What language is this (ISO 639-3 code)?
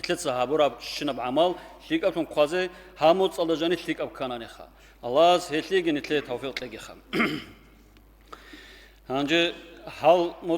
ava